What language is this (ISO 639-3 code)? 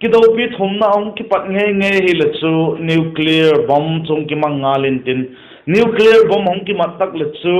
vap